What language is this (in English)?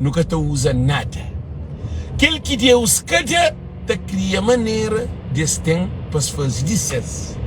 Kabuverdianu